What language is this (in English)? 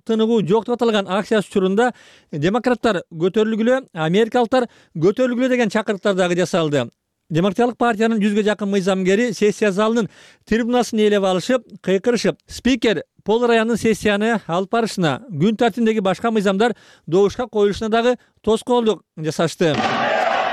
Kyrgyz